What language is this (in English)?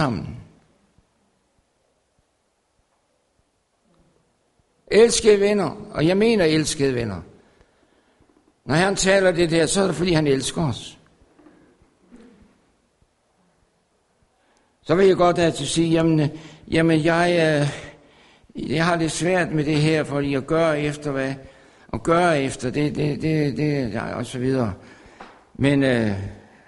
Danish